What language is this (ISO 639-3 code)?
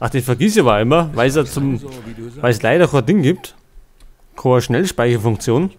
bar